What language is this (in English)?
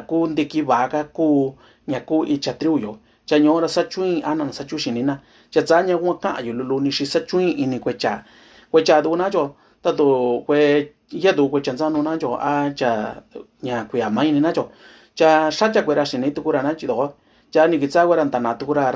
Mixtepec Mixtec